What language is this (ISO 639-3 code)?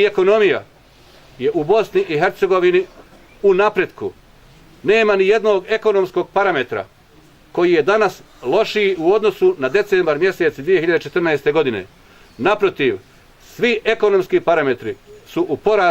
bos